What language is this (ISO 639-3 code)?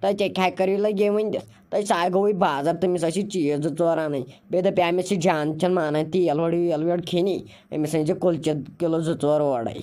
kas